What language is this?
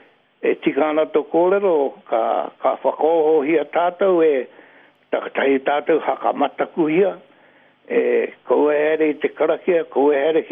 Māori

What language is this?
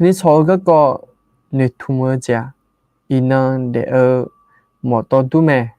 Akha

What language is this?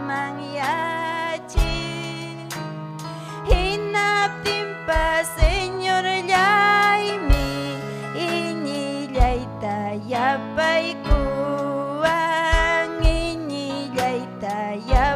Ayacucho Quechua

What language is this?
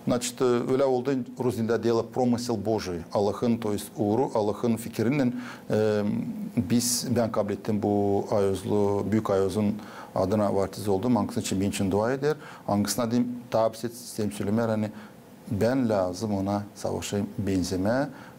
Gagauz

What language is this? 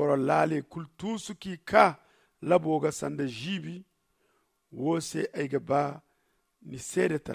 Zarma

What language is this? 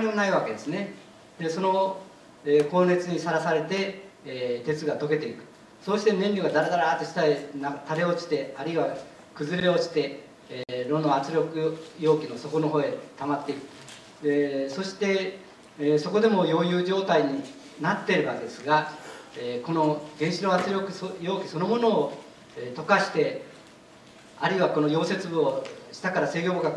Japanese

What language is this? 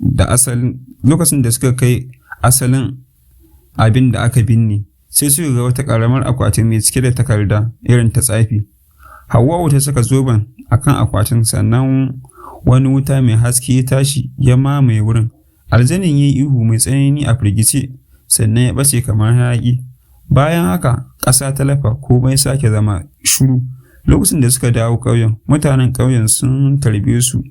Hausa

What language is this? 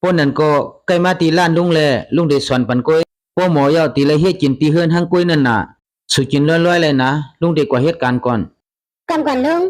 Shan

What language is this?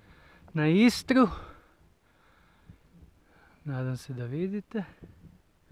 Croatian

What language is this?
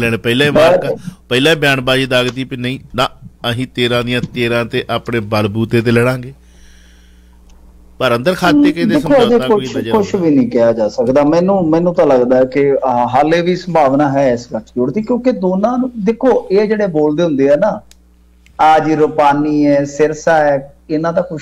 Punjabi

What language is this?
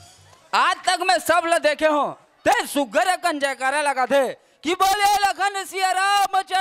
Chhattisgarhi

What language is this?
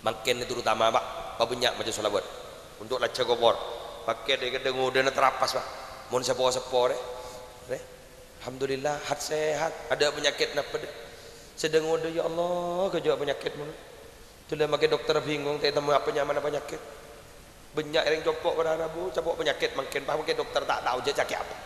Madurese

